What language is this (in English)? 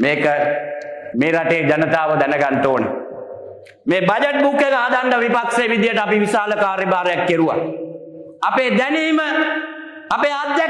Sinhala